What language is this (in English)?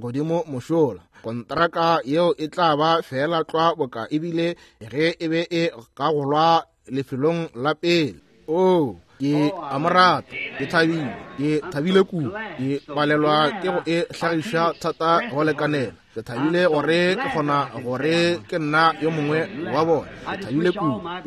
Northern Sotho